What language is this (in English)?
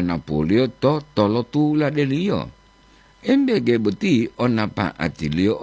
Gorontalo